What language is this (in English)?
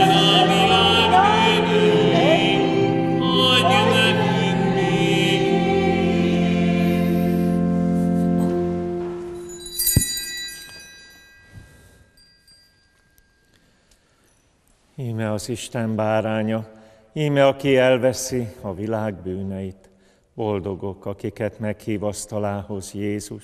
Hungarian